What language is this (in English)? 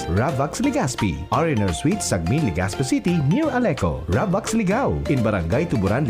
Bikol